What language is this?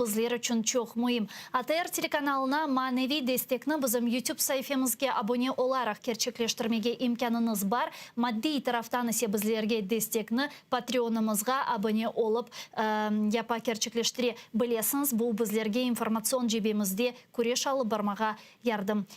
Crimean Tatar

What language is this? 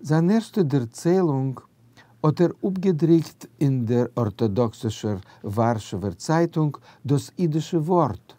Yiddish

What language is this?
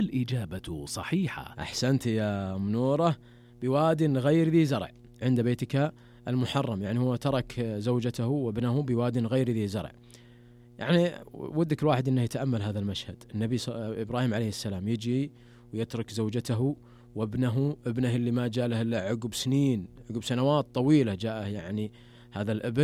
Najdi Arabic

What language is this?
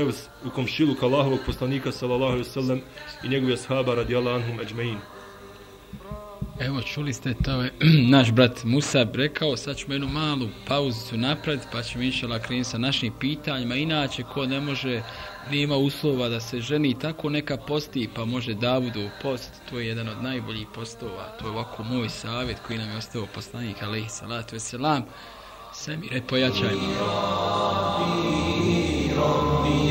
Bosnian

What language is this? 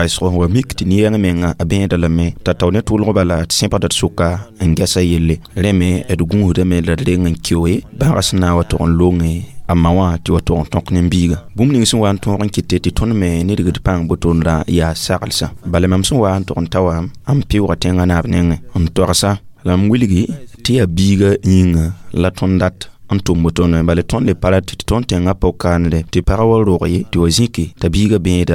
Mossi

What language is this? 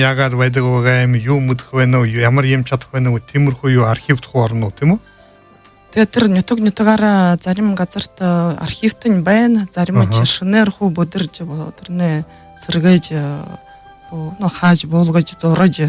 Buriat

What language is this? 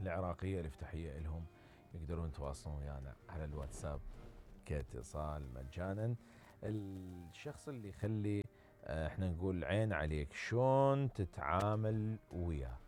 Mesopotamian Arabic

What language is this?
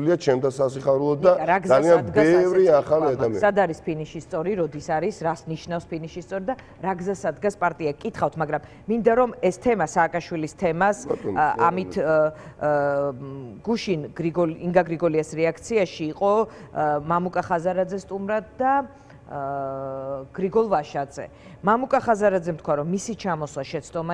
Georgian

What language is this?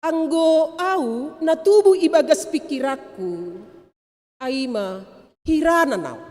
Batak Simalungun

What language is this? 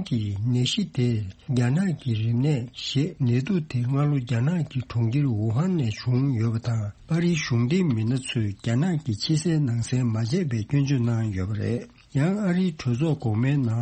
Tibetan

